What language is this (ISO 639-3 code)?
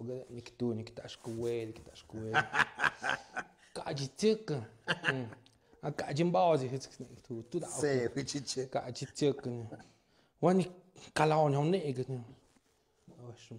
mxp